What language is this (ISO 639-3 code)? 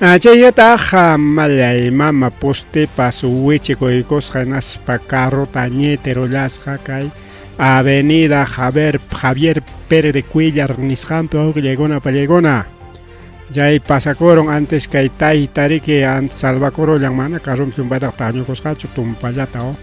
quy